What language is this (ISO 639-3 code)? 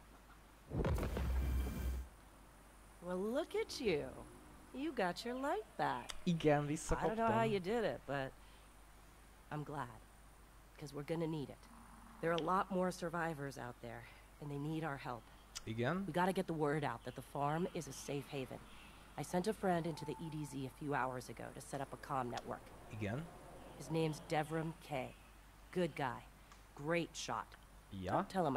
hun